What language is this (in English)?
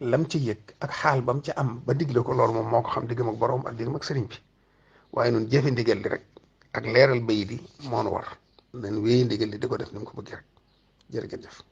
Wolof